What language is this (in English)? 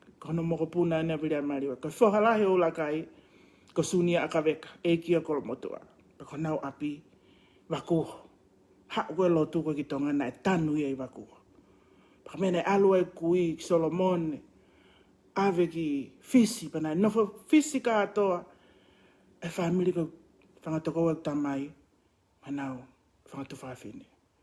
Tongan